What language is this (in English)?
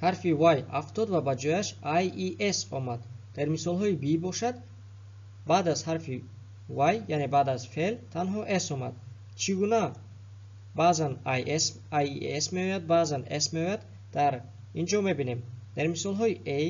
Tajik